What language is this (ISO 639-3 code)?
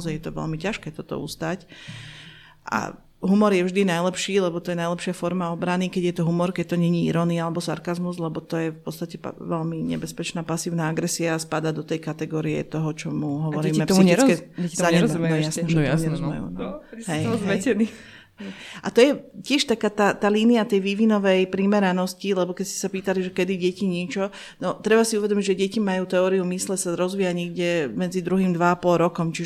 slk